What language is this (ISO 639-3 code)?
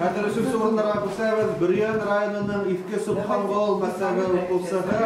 bak